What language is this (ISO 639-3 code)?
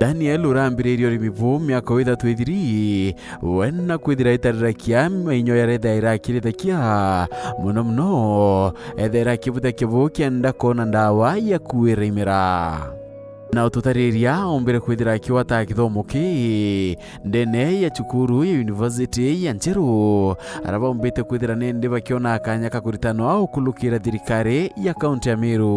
mer